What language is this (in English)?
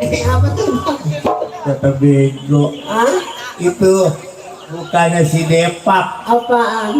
Betawi